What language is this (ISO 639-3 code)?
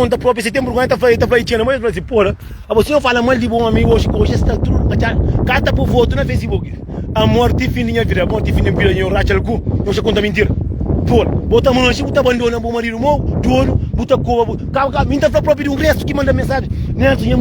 kea